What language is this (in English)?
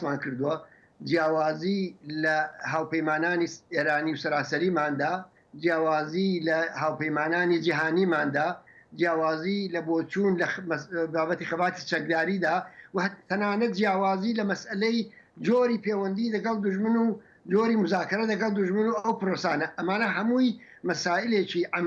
Central Kurdish